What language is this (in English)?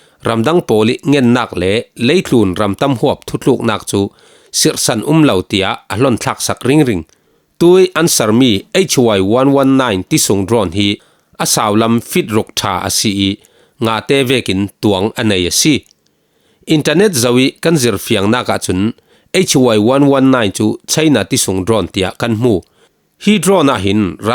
Falam Chin